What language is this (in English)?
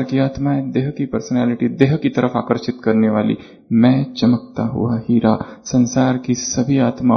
Hindi